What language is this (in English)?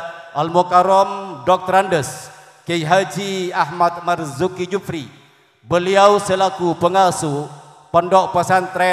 Madurese